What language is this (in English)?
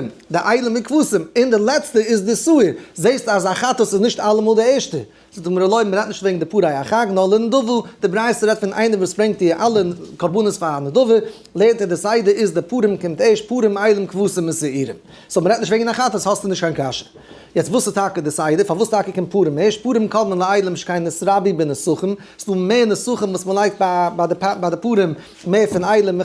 Yiddish